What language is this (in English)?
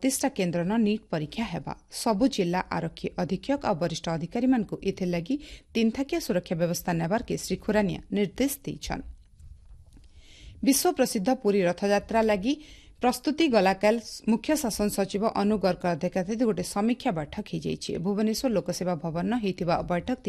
Odia